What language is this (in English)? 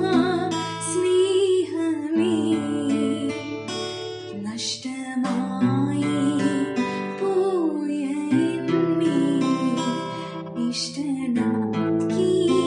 Malayalam